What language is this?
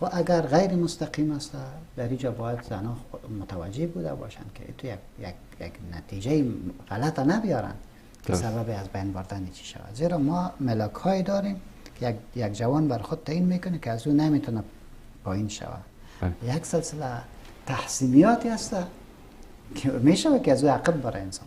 Persian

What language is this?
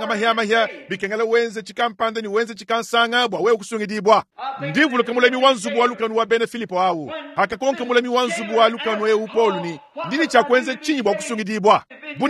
Luba-Lulua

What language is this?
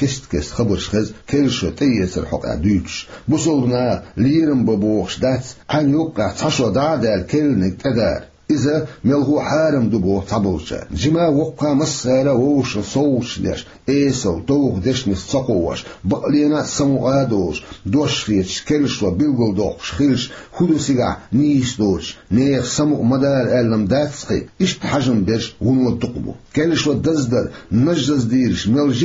Chechen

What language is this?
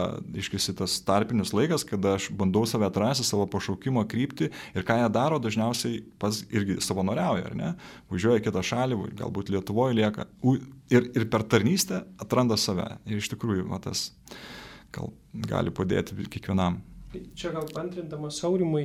Lithuanian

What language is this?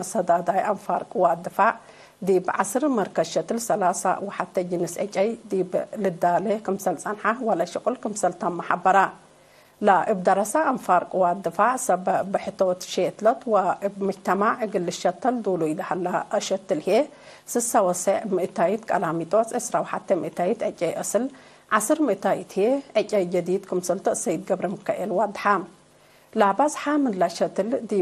Tigre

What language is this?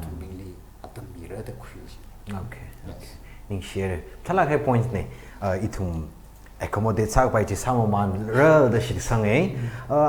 Tangkhul Naga (India)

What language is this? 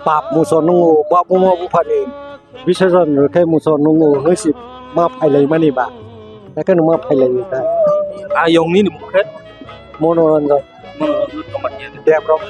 Kok Borok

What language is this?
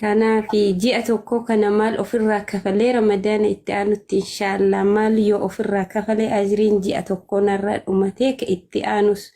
Oromo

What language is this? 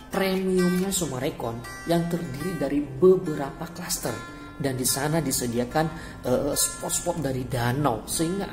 Indonesian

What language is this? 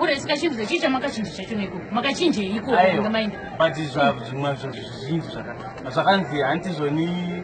Shona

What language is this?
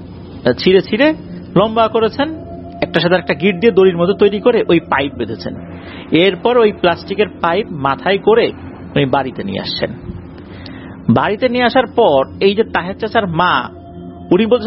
Bangla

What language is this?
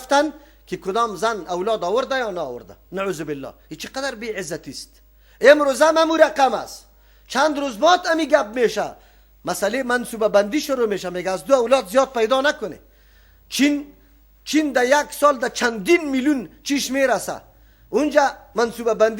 Persian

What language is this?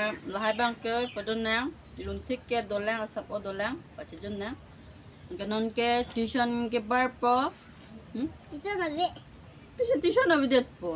Karbi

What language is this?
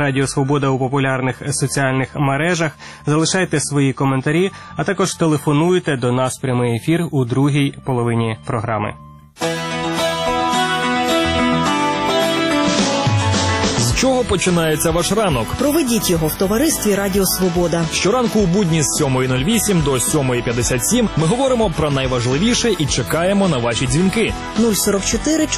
Ukrainian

